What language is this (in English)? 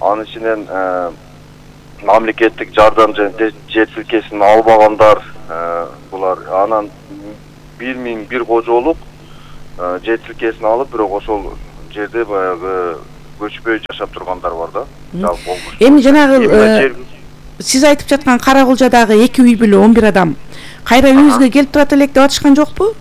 Kyrgyz